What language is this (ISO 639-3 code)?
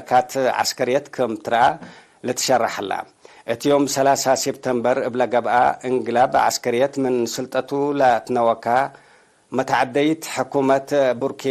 tig